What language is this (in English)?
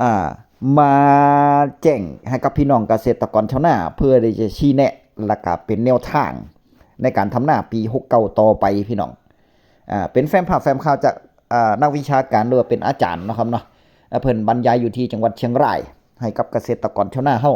Northeastern Thai